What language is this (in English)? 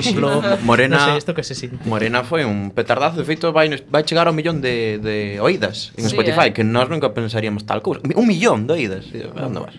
Galician